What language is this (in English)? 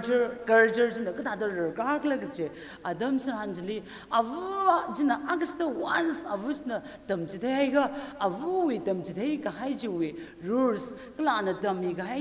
Tangkhul Naga (India)